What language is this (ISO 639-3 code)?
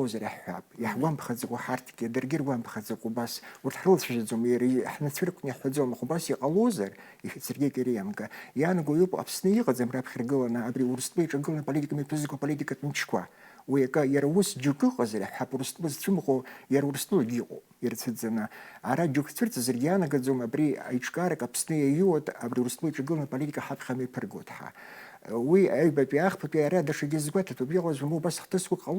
abk